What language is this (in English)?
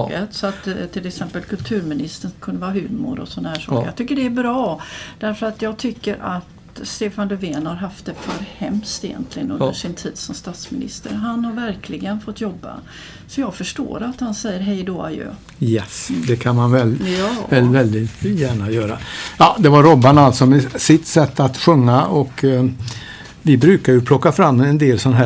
Swedish